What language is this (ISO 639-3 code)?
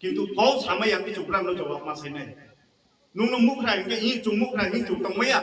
trp